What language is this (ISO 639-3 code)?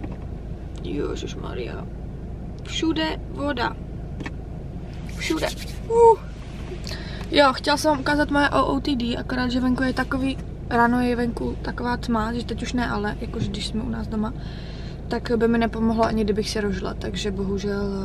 ces